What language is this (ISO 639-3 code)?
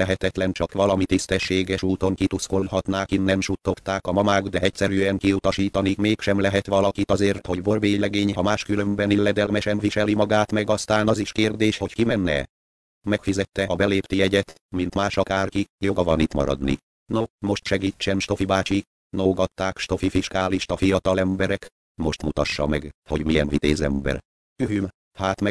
hun